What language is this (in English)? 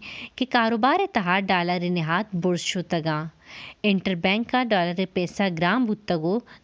Baluchi